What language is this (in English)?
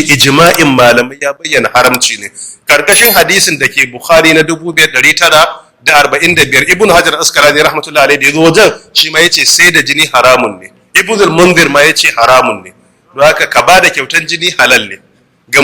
Hausa